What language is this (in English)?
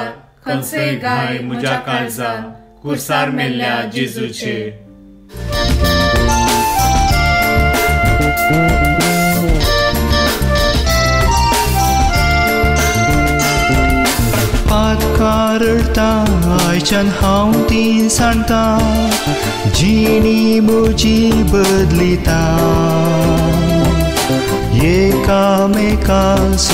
Konkani